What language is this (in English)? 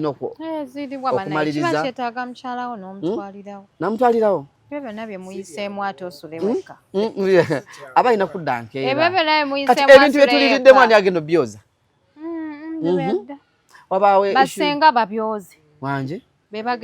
Ganda